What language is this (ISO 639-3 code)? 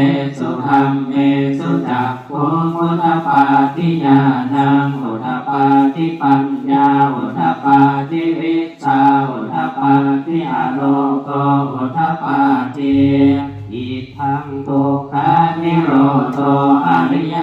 pli